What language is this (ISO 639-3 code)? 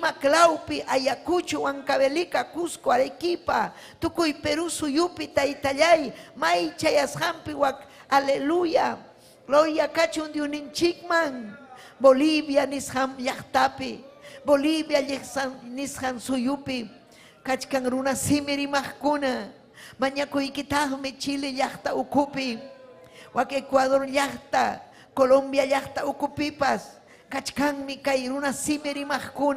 quy